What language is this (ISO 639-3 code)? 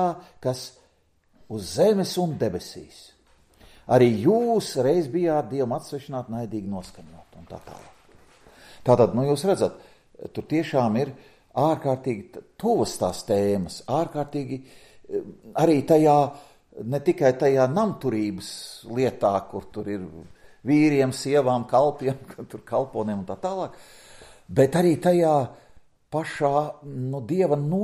lav